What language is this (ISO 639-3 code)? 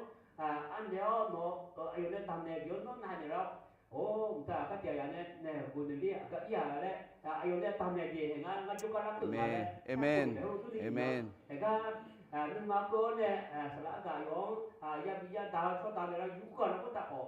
ahk